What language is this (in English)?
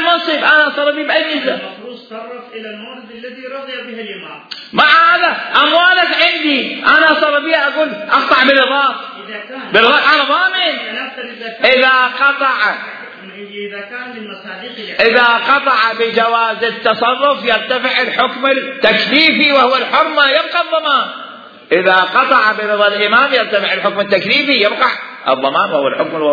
Mesopotamian Arabic